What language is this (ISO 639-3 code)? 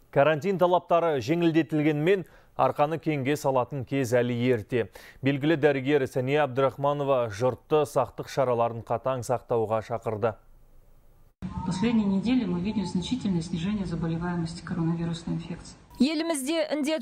kaz